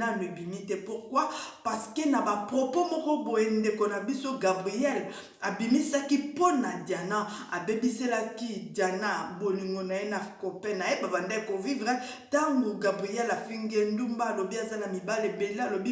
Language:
Lingala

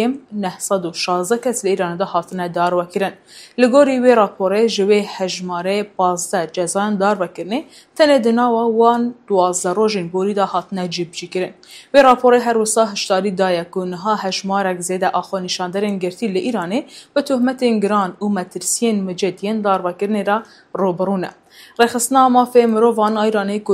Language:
Kurdish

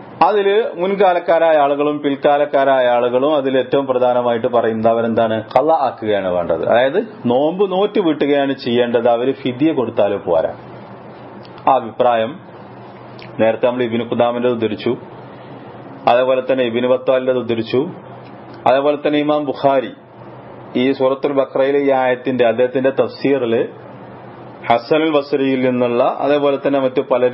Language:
Malayalam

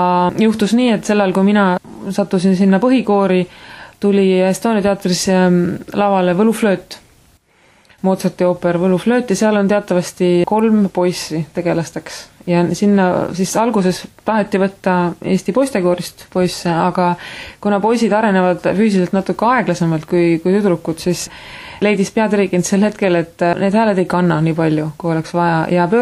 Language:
Estonian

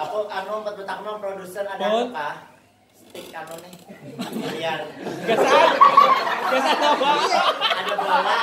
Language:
Banjar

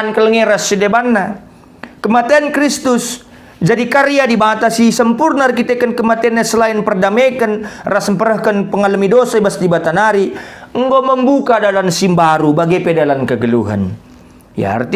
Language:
Batak Karo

